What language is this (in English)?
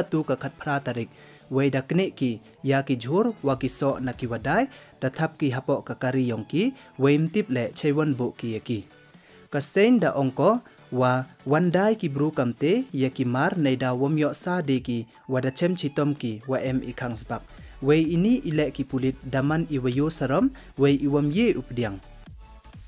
Pnar